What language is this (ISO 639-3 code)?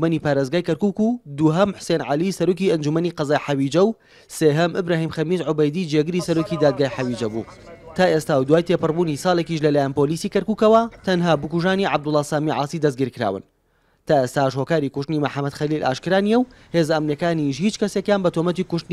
ckb